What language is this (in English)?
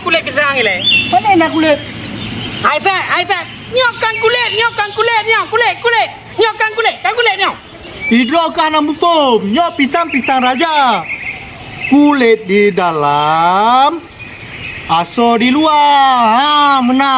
Achinese